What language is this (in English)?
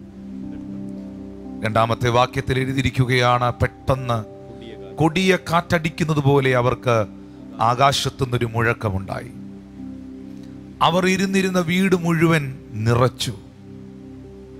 Malayalam